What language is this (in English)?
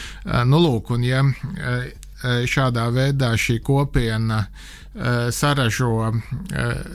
Latvian